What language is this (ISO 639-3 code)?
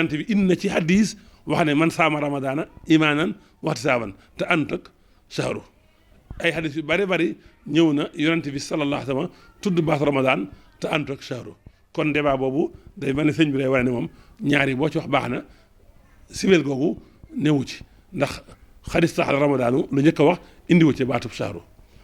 wol